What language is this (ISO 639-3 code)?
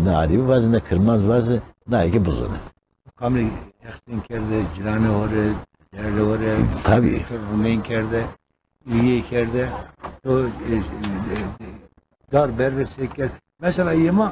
zza